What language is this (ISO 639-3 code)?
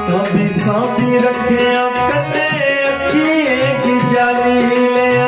doi